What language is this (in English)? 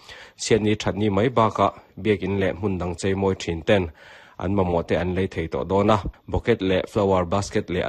Mizo